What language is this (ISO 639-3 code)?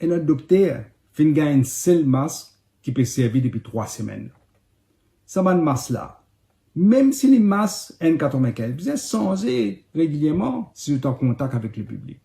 mfe